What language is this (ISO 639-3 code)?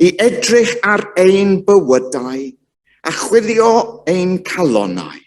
cym